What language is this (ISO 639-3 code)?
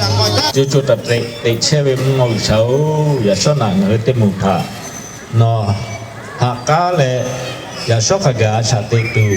lhu